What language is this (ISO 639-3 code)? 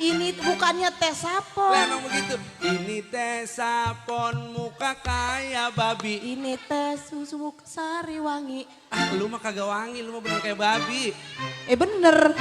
bew